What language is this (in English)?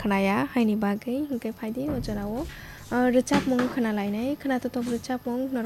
Kok Borok